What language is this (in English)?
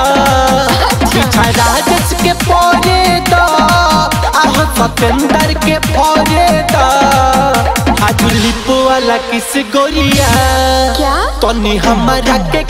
Bhojpuri